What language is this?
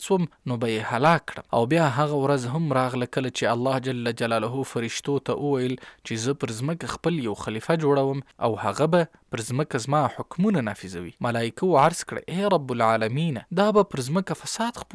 Pashto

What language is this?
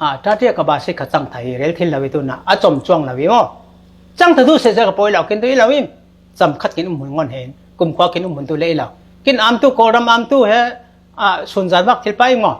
Falam Chin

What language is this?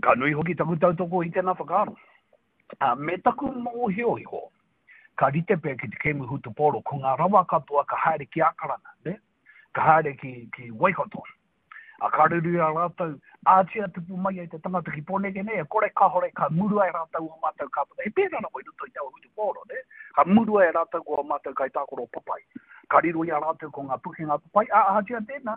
Māori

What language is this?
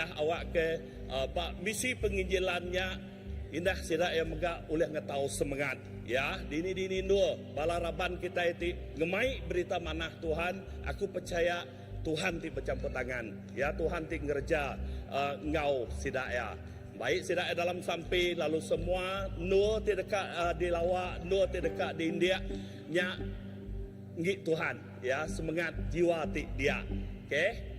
Iban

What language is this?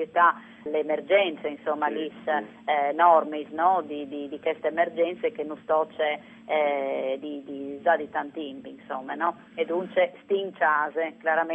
Friulian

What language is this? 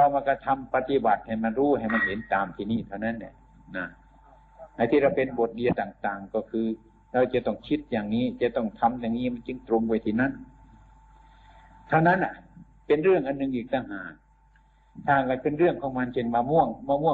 Thai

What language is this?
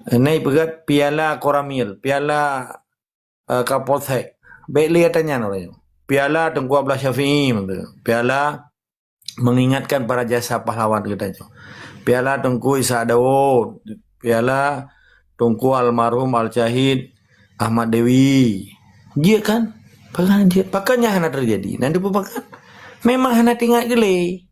Achinese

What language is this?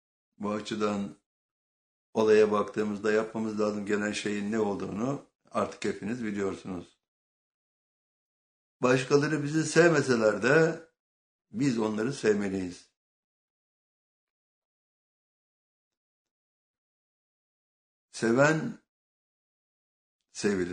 Turkish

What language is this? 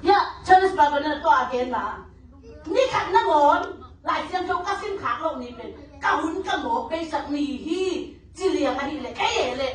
Tedim Chin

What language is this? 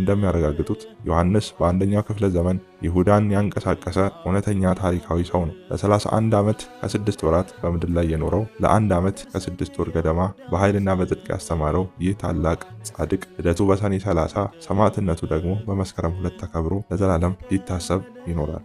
Amharic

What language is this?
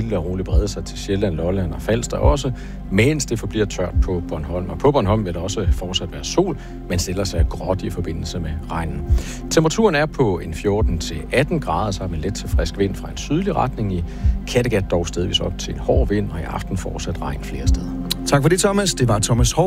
Danish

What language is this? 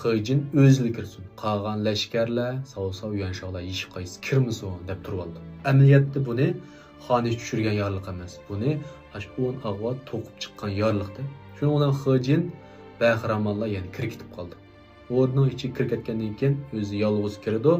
Uyghur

